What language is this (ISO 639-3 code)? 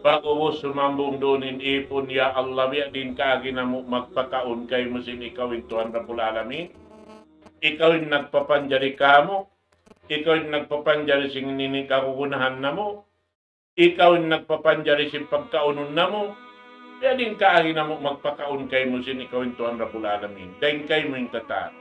tsg